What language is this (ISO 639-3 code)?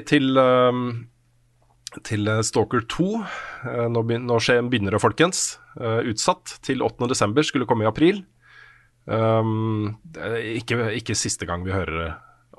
nor